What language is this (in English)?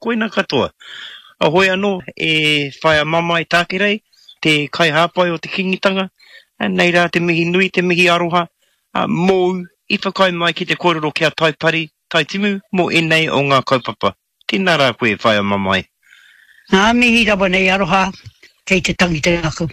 Māori